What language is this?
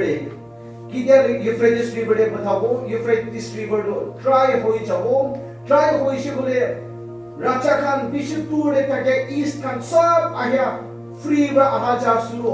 Naga Pidgin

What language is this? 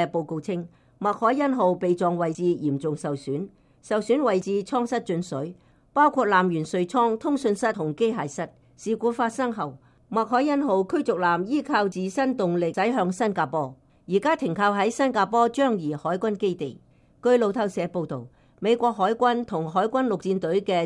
Cantonese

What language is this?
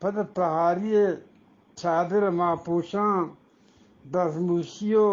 Eastern Balochi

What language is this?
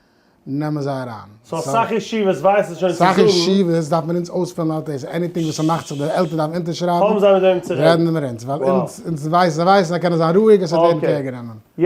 Yiddish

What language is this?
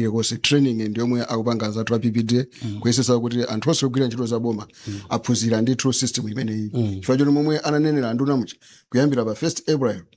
Nyanja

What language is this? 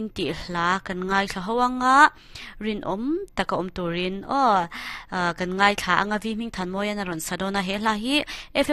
Mizo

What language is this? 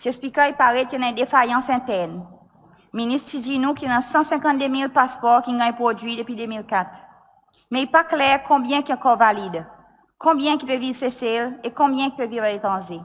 Seselwa Creole French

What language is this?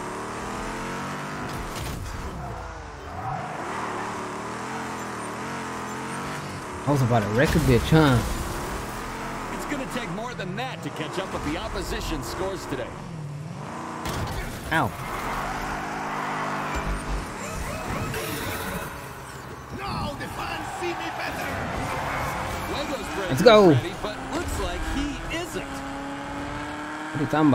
English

